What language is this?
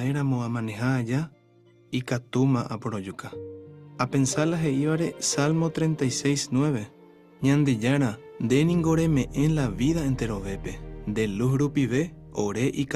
Guarani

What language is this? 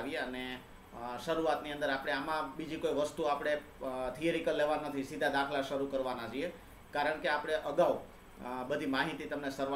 Gujarati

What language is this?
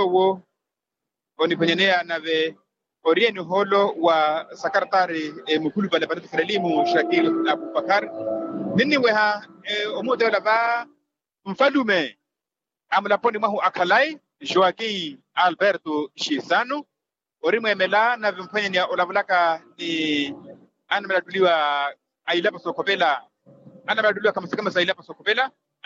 Makhuwa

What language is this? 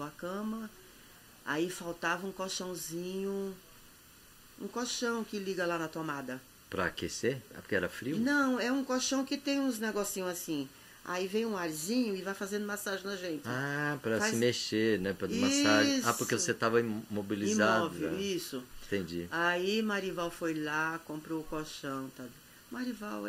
Portuguese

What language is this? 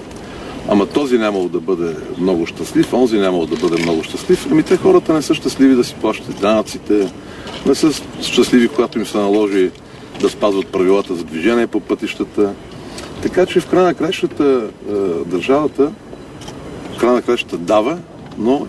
Bulgarian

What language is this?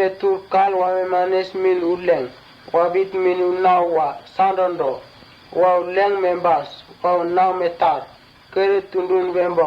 Mota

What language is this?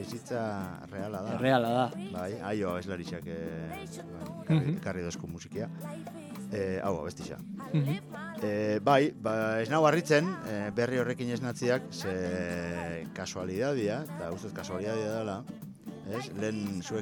Basque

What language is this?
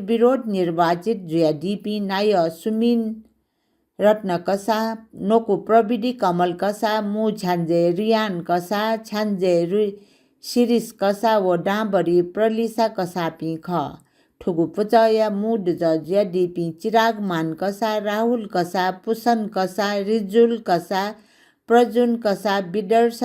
Newari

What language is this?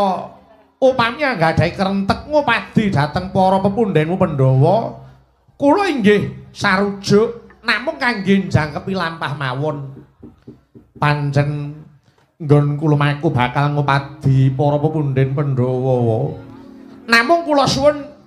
Javanese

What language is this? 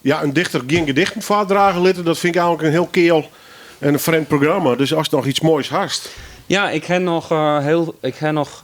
Western Frisian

